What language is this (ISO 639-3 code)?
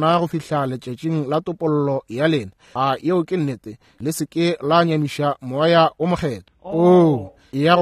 nso